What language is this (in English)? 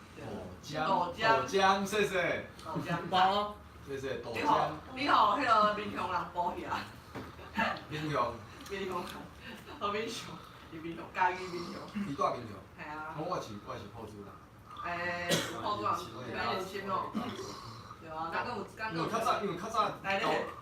Min Nan Chinese